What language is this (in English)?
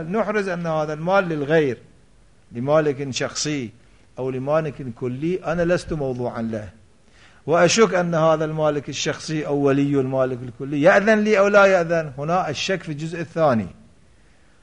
Arabic